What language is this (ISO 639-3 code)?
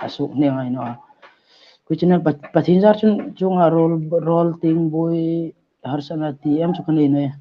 hmr